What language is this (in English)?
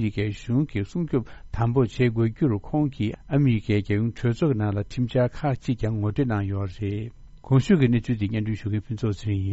Tibetan